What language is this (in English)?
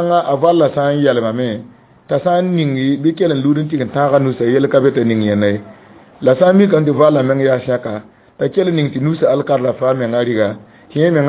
Mossi